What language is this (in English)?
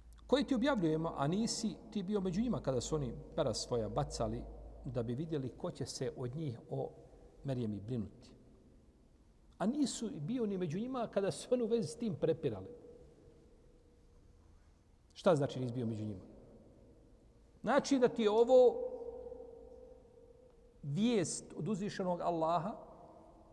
Bosnian